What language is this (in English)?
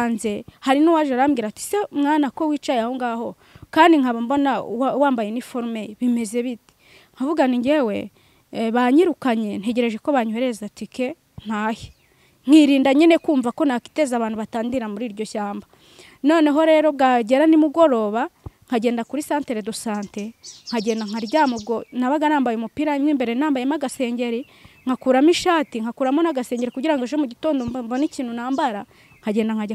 Kinyarwanda